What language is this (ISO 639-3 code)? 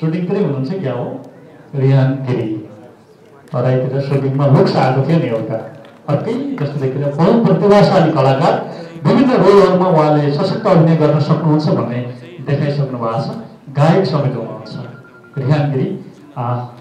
nep